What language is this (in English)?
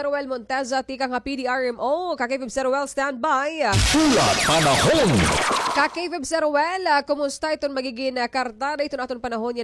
Waray